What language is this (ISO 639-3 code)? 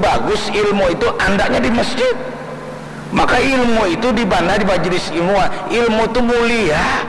bjn